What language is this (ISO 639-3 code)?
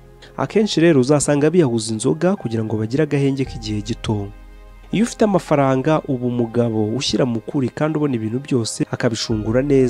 kin